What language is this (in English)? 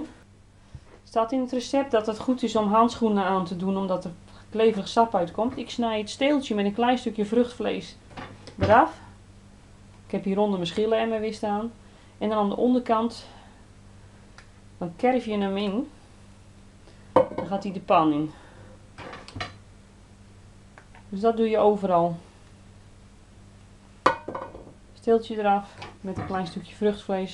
Dutch